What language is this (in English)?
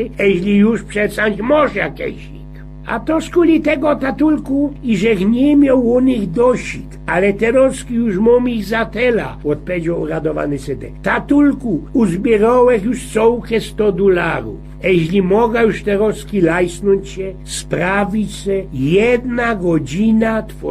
Silesian